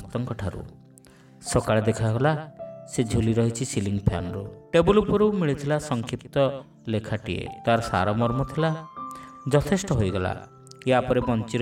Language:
Odia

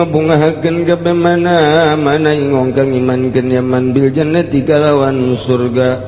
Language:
Sundanese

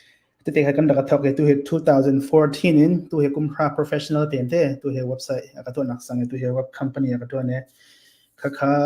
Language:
Hakha Chin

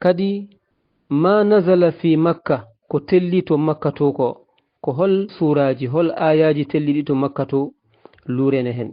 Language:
Fula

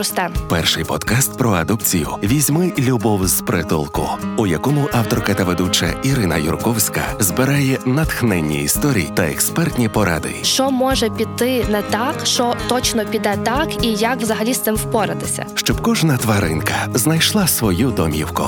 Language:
Ukrainian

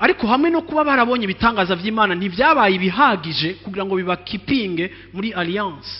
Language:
Rundi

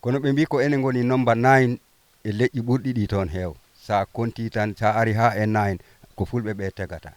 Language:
Fula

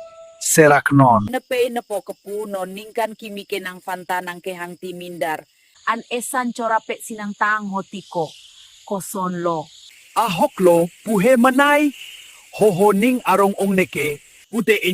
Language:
Karbi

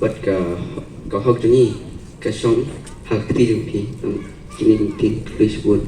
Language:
Khasi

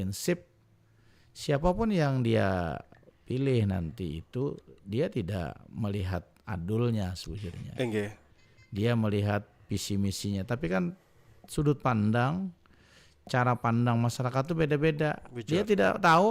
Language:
Banjar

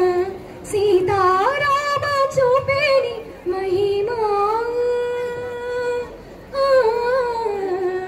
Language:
Telugu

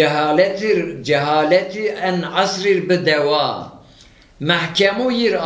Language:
Zaza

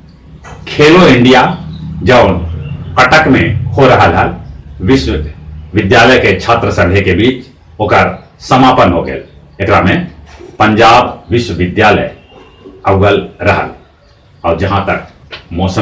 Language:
Magahi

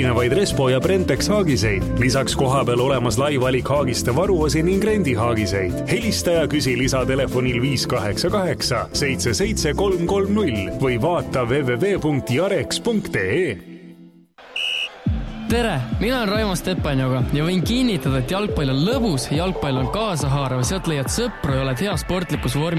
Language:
Estonian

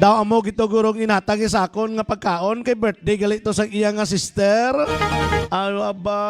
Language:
Hiligaynon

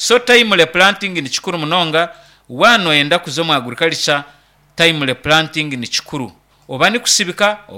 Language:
Nyankole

